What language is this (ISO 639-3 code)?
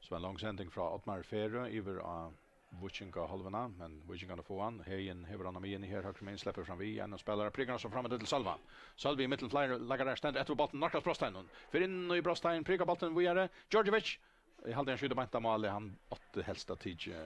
fao